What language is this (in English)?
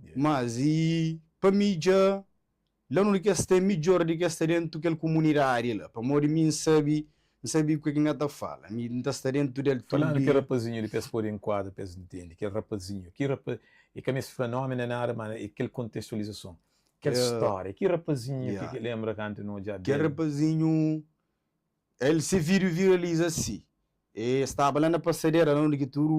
Kabuverdianu